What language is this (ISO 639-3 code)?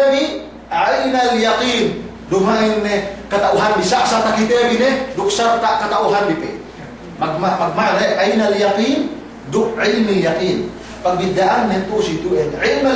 yka